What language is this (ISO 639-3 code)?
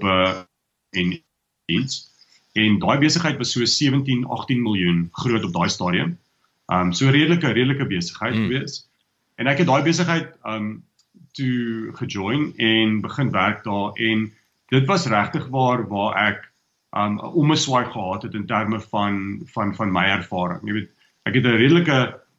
afr